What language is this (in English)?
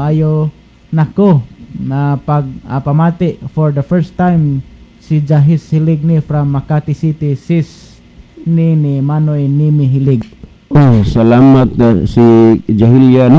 Cebuano